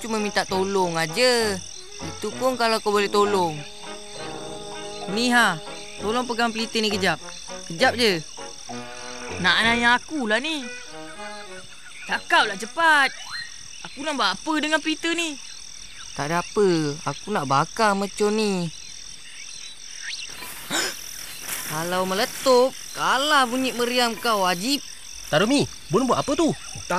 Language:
Malay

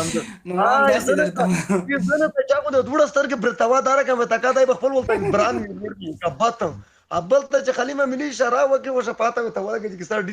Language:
Pashto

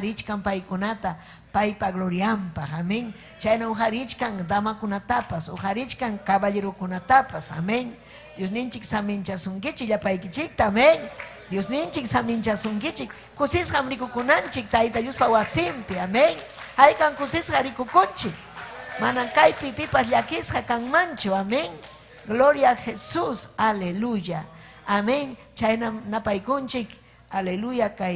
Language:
Ayacucho Quechua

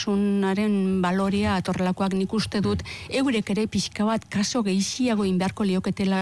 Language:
Basque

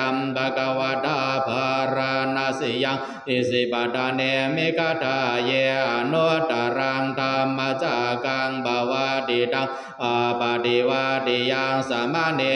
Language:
Pali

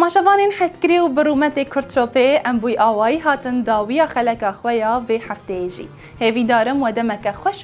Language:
Kurdish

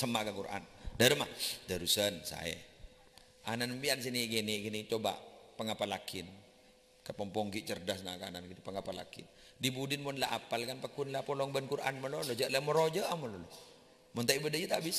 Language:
Madurese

